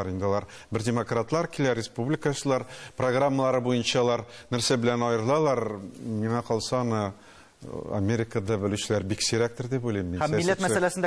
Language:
Tatar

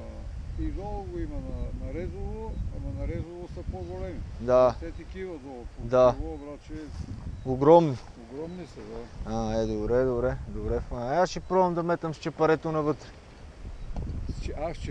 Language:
Bulgarian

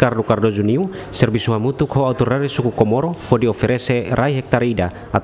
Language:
Tetum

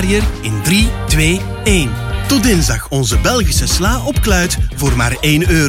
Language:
Dutch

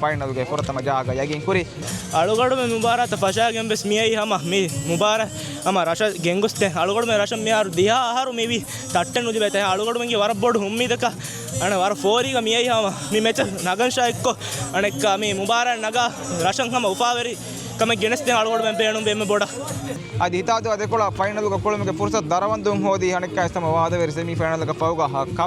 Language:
Divehi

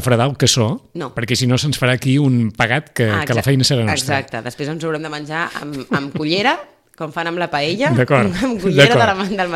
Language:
Catalan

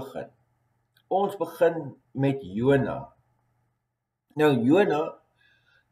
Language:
Afrikaans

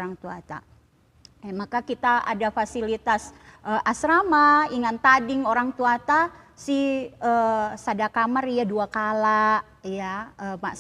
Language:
Batak Karo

